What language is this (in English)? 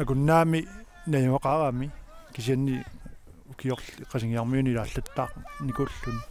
Kalaallisut